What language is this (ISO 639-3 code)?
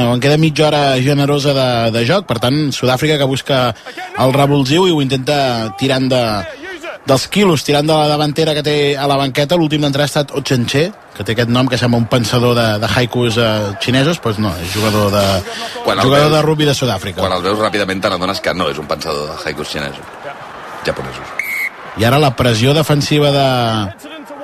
cat